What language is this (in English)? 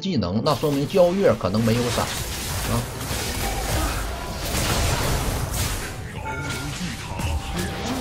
Chinese